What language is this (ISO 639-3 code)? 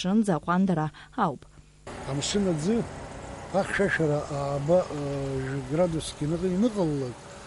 abk